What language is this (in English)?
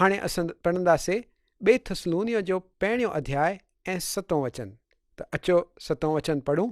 Sindhi